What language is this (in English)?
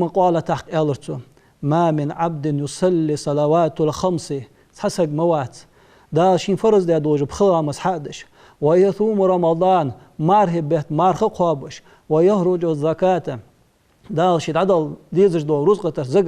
Ingush